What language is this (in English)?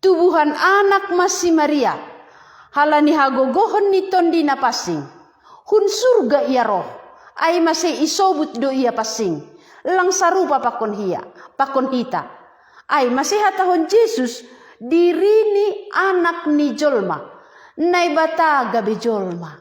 Batak Simalungun